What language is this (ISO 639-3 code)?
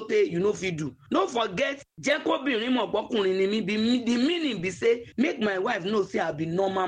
pcm